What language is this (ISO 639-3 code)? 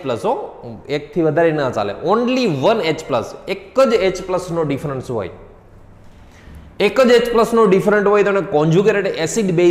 guj